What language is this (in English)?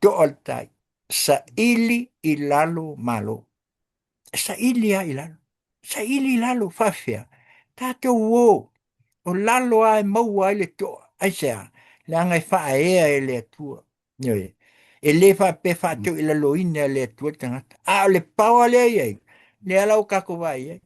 Samoan